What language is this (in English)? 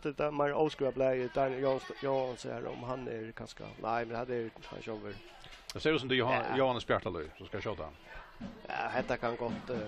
Faroese